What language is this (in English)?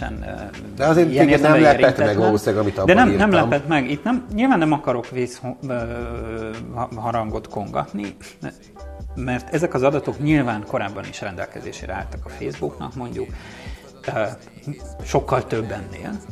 Hungarian